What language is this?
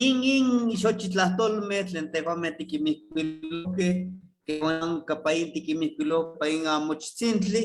Eastern Huasteca Nahuatl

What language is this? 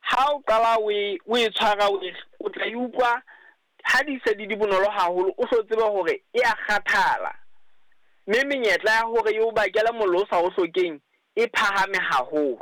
Southern Sotho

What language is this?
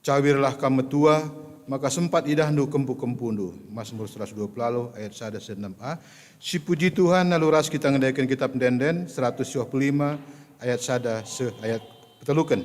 Batak Karo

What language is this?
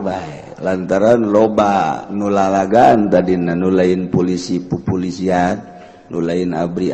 Sundanese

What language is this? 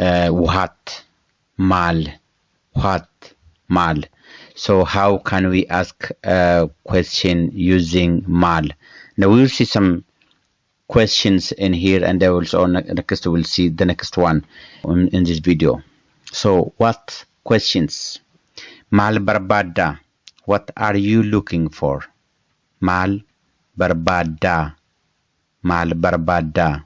English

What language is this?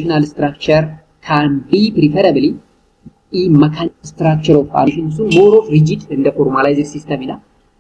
Oromo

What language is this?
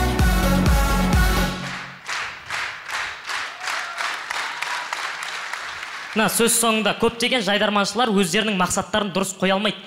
Kazakh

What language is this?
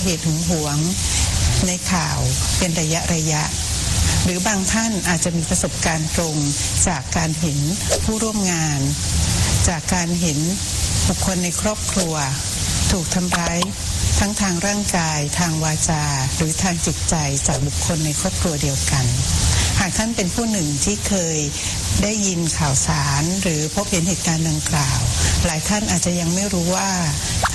Thai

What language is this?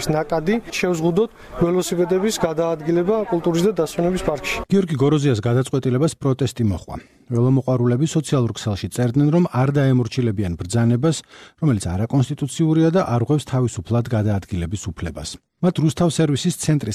Georgian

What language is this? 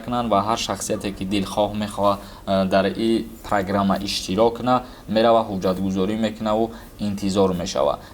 Tajik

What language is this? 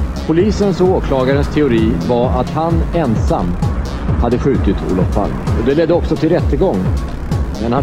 Swedish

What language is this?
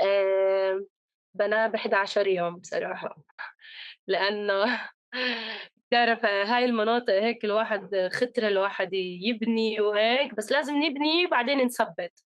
North Levantine Arabic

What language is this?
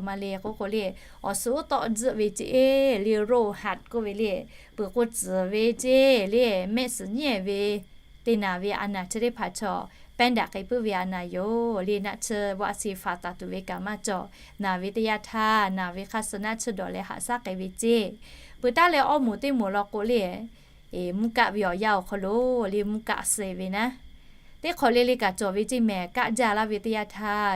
Lahu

